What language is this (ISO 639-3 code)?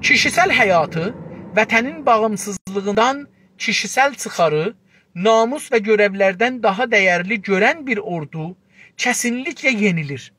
azb